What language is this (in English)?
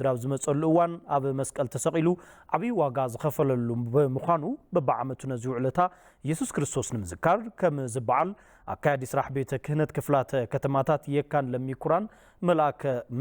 Tigrinya